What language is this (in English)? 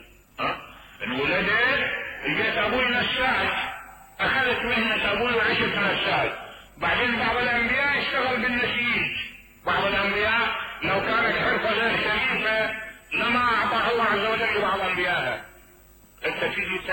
Mesopotamian Arabic